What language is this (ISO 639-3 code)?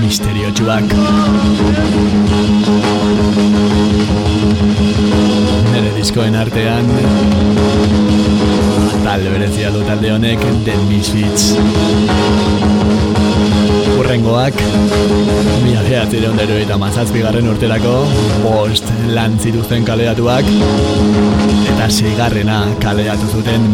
eus